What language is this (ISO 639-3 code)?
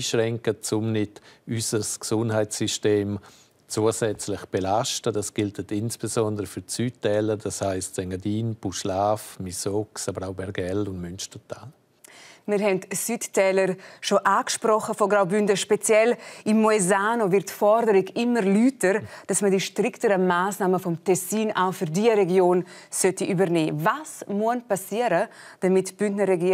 roh